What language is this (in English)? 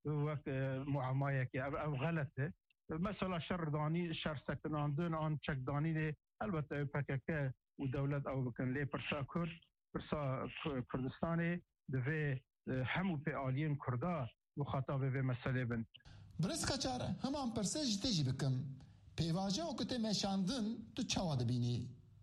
Kurdish